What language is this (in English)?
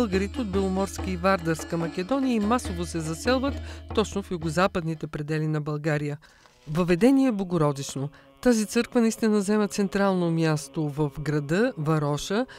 Bulgarian